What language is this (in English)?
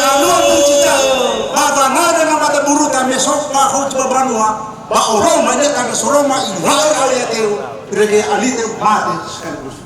Nias